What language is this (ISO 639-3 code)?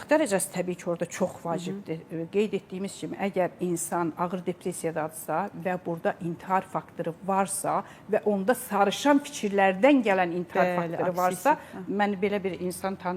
aze